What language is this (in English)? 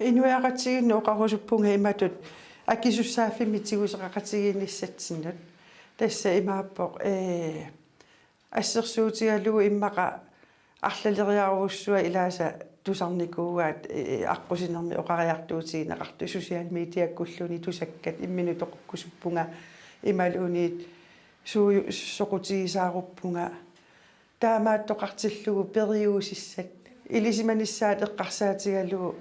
Kalaallisut